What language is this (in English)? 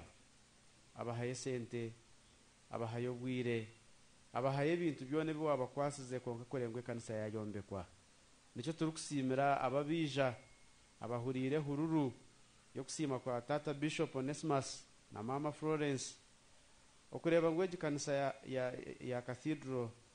Nyankole